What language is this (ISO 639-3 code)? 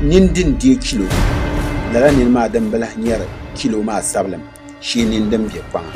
dag